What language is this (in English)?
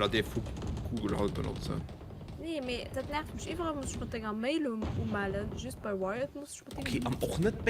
Luxembourgish